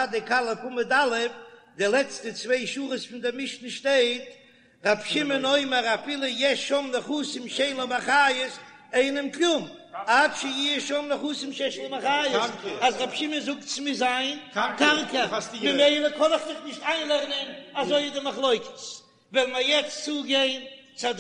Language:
Yiddish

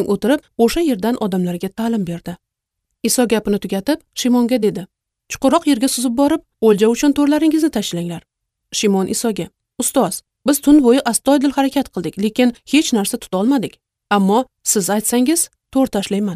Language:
Uzbek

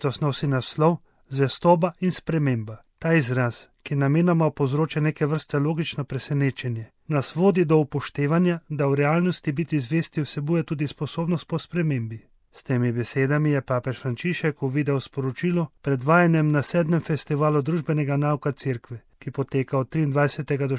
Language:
Slovenian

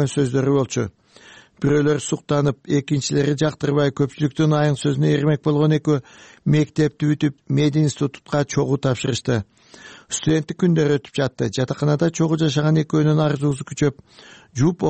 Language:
Kyrgyz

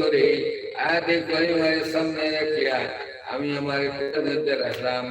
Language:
Sylheti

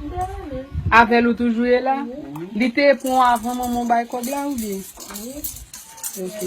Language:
Haitian Creole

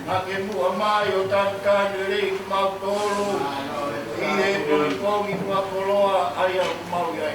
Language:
Tongan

